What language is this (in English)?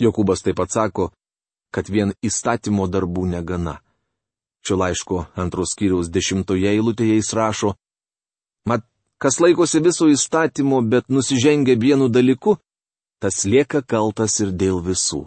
Lithuanian